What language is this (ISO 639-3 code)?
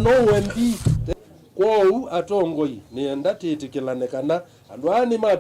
kam